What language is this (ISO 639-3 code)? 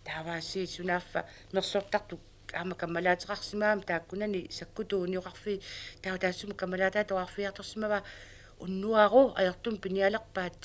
kal